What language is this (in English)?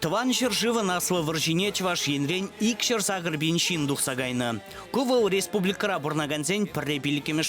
Chuvash